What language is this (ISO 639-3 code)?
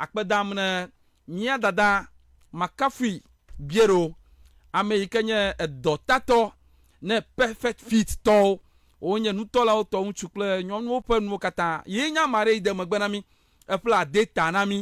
ewe